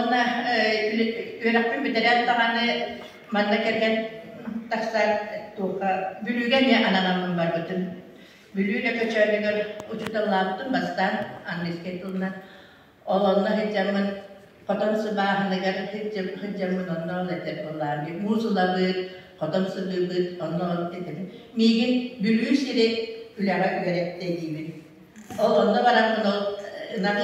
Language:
Yakut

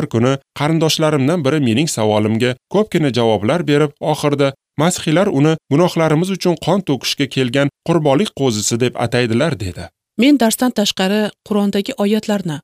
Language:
Uzbek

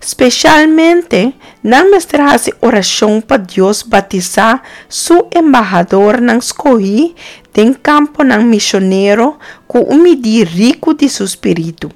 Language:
Papiamento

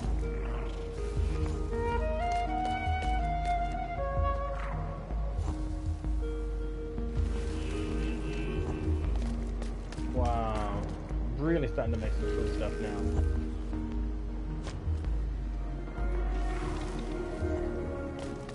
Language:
English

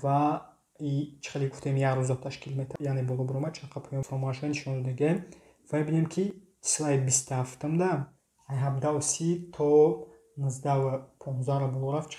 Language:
Tajik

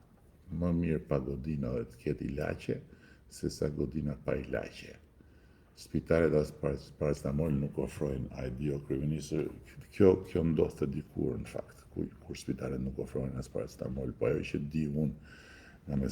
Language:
Albanian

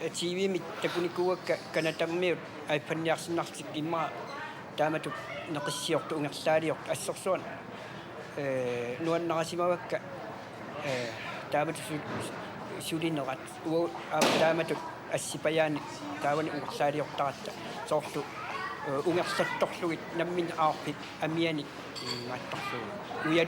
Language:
Kalaallisut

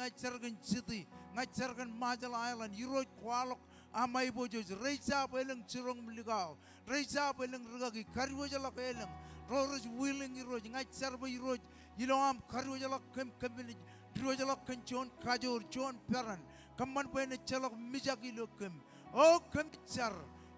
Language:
Marshallese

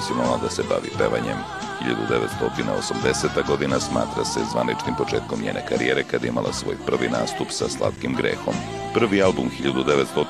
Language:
Serbian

